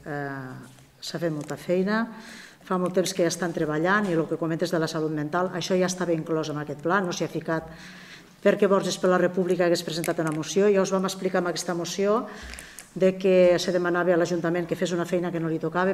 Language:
Catalan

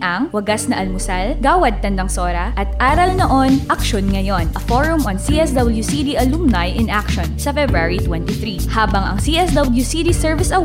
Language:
Filipino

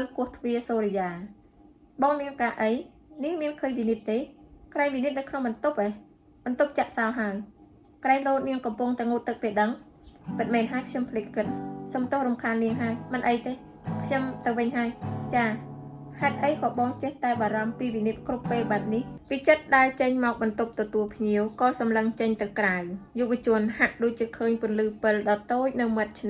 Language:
Khmer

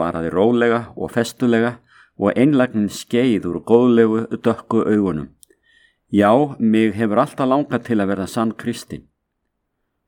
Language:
Icelandic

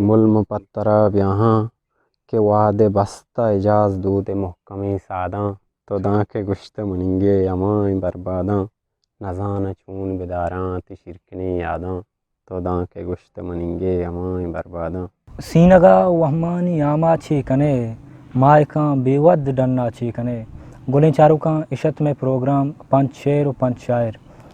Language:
Eastern Balochi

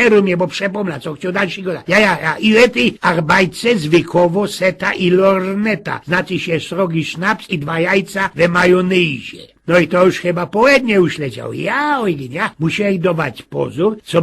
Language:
Silesian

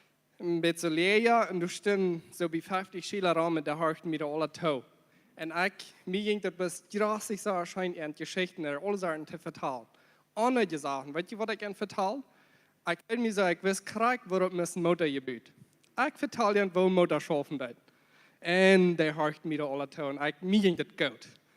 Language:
Plautdietsch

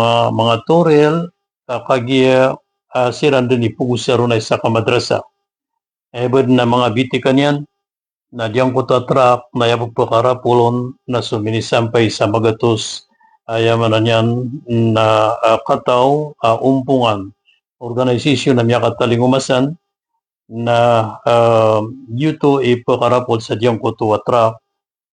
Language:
Maranao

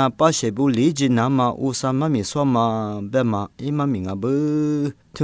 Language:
Lisu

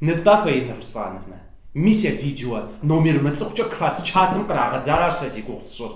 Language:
Kabardian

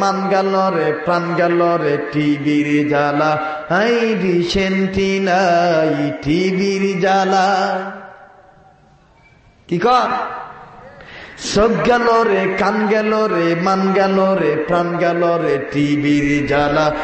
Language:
Bangla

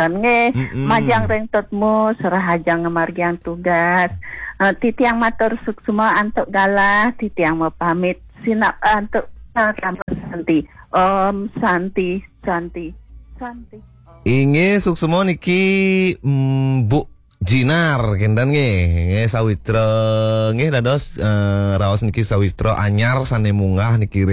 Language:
Balinese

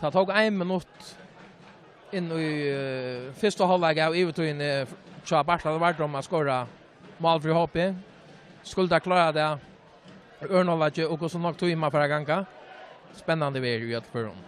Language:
Faroese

